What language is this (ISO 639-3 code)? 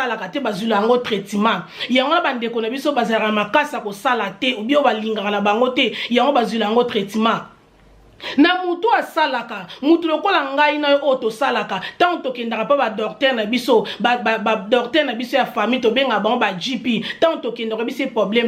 lin